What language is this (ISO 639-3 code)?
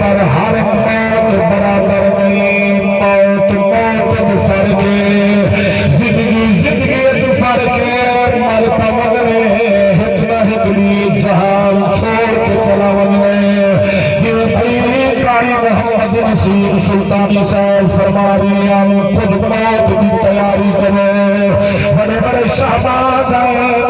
skr